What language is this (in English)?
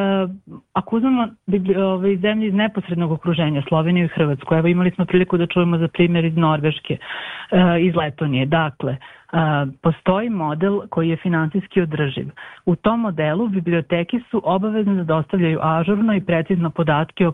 Serbian